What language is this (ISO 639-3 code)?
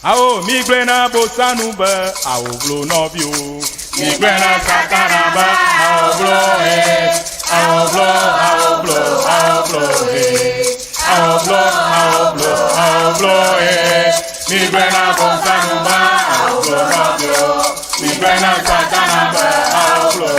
ewe